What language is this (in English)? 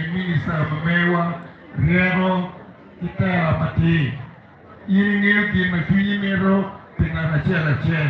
Acoli